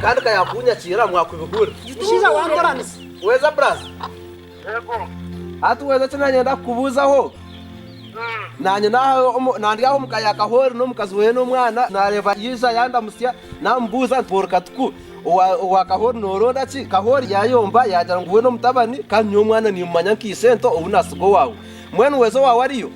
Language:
Nyankole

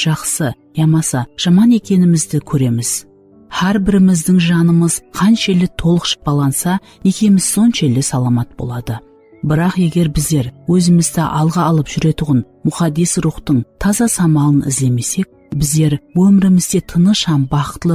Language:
Kara-Kalpak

